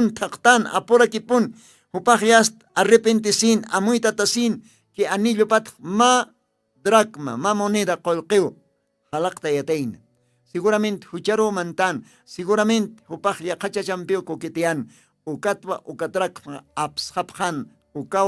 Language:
Aymara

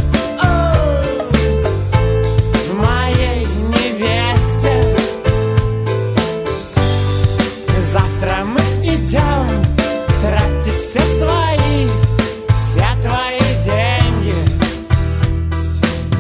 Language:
Russian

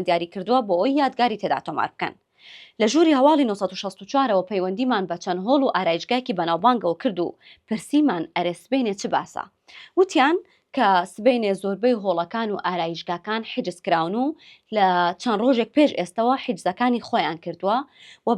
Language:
Central Kurdish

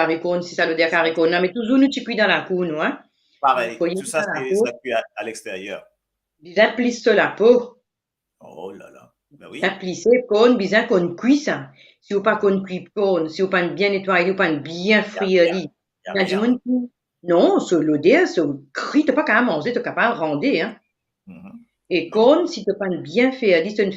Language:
Morisyen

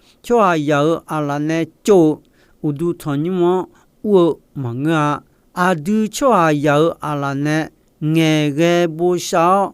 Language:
Akha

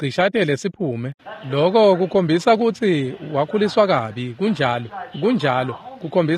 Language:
Swati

